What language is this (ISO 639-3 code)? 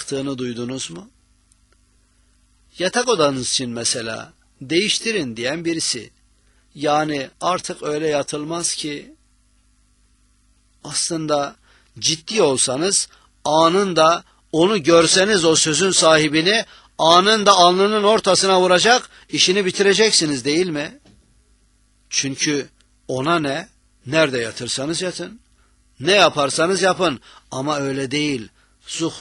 tur